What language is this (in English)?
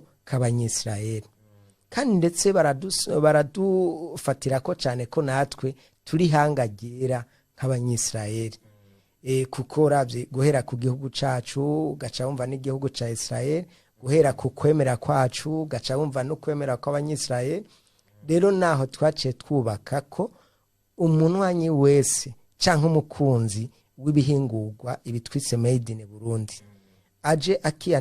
Rundi